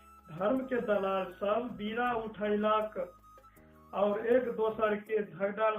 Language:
Maithili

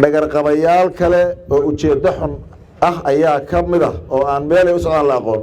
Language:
Somali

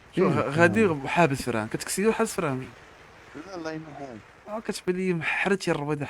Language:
Moroccan Arabic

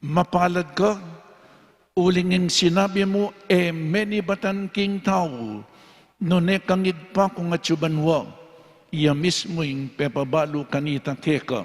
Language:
Pampanga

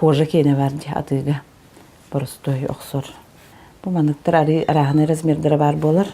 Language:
Yakut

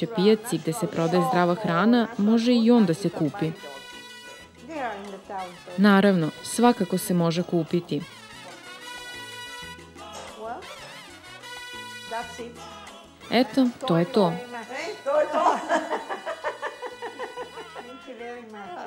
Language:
Serbian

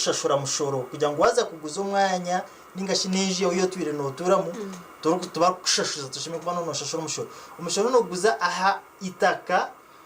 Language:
Nyankole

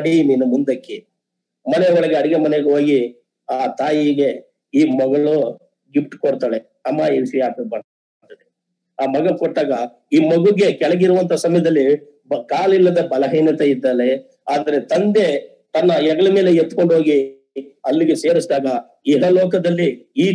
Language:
Kannada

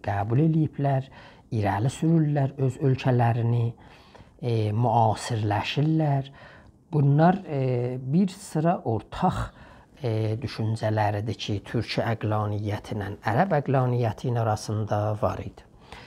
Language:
South Azerbaijani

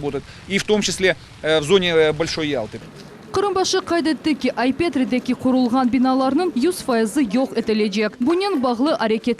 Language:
Crimean Tatar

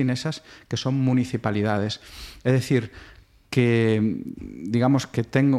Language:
Galician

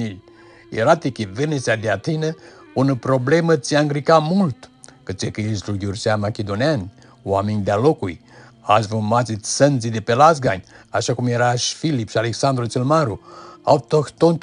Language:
Aromanian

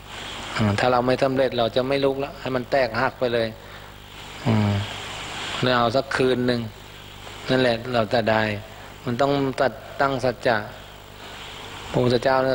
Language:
Thai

